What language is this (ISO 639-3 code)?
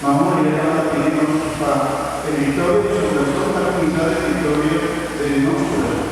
pap